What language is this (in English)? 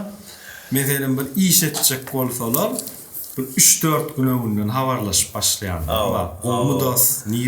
Turkmen